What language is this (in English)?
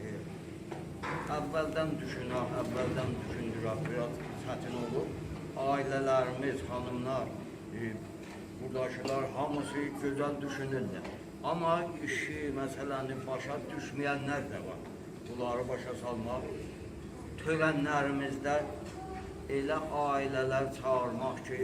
South Azerbaijani